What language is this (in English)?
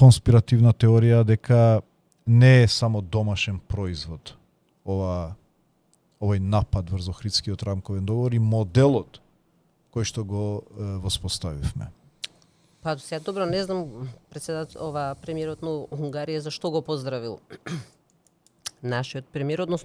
Macedonian